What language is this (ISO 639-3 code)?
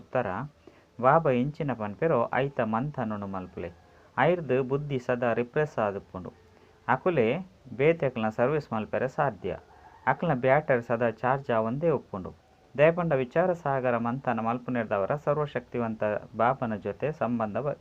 tcy